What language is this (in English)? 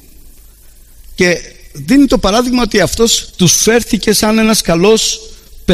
Greek